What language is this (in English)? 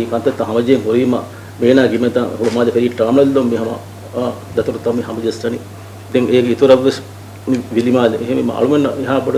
Divehi